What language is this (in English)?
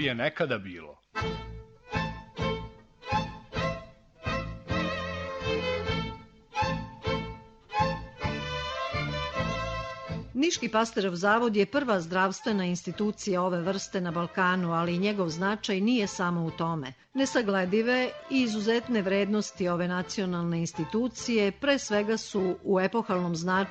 Serbian